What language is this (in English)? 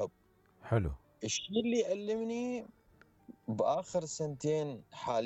Mesopotamian Arabic